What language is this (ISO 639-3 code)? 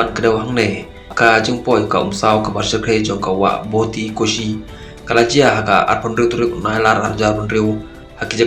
kha